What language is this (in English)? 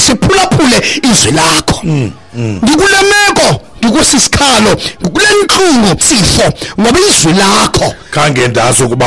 Xhosa